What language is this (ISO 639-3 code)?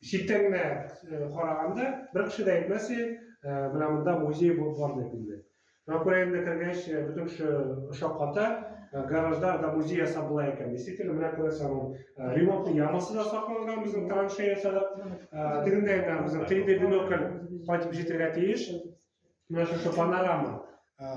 tat